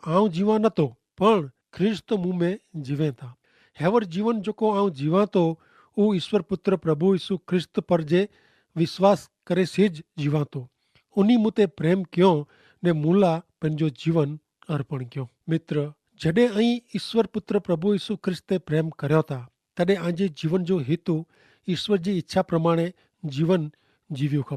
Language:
Kachhi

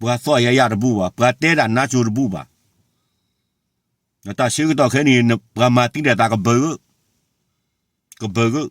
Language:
S'gaw Karen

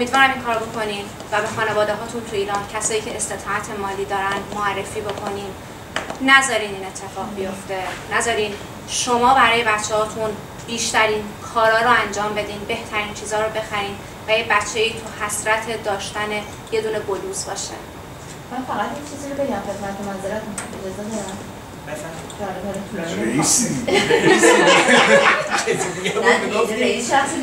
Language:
Persian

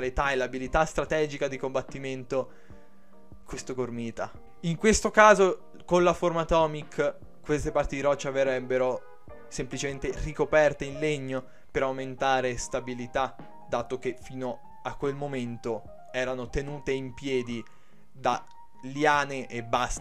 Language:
Italian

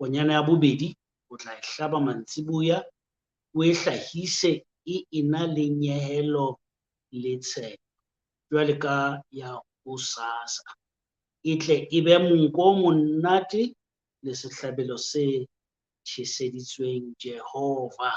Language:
Southern Sotho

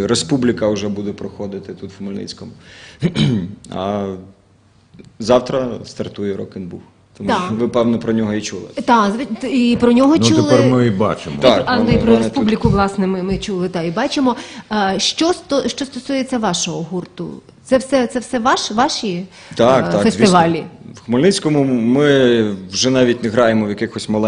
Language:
Ukrainian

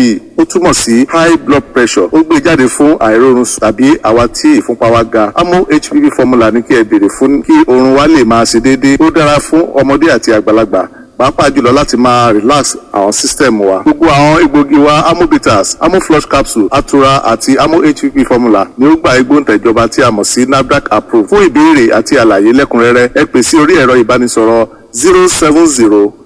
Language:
Yoruba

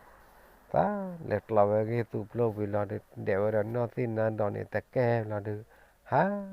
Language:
S'gaw Karen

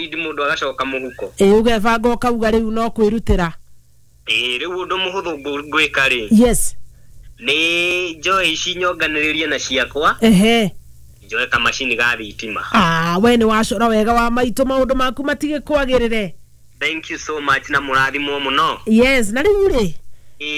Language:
Kikuyu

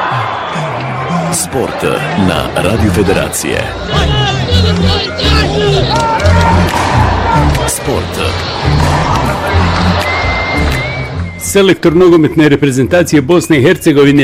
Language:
Bosnian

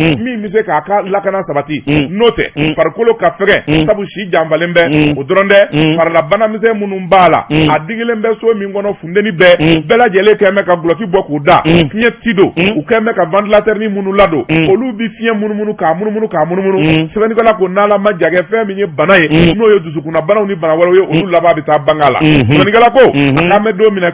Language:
Bambara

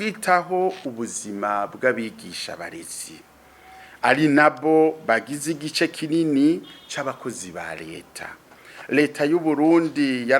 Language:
Rundi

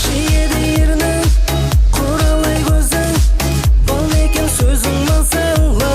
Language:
Kara-Kalpak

